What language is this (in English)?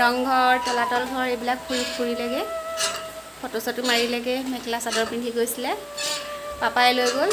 Assamese